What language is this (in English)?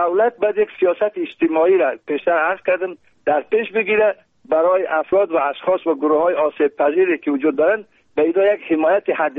Persian